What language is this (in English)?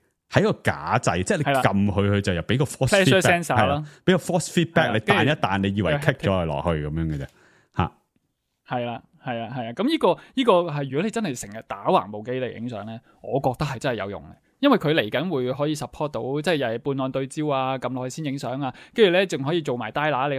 Cantonese